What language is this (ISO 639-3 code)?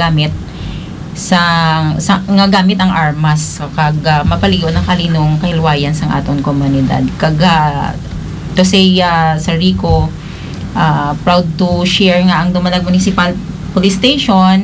hil